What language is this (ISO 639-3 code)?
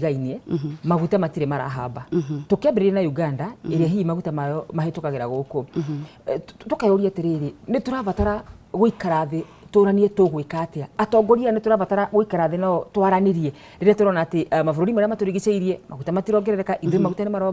kik